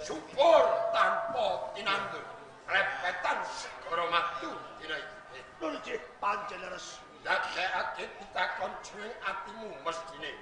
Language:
Javanese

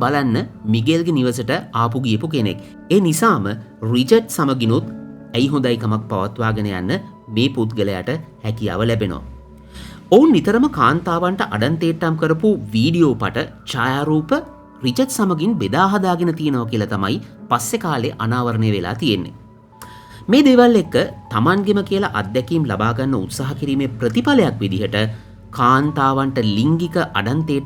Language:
Sinhala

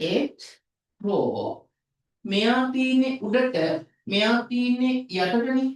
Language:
Sinhala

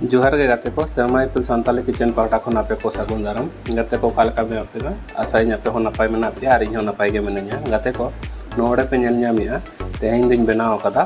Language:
Santali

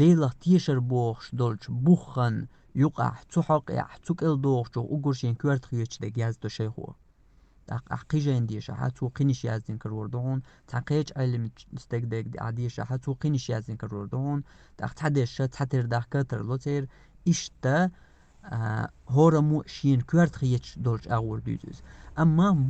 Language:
Chechen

